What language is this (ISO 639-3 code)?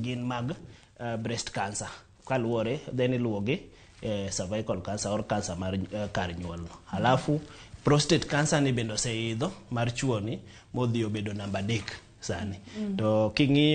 luo